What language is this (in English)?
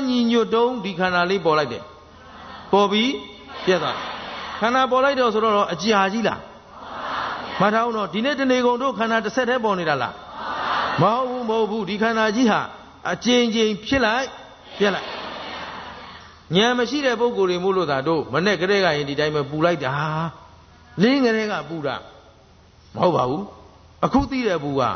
Burmese